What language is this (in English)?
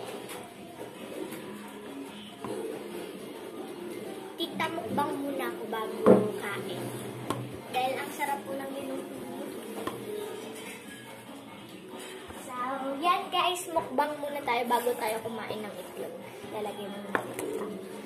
Filipino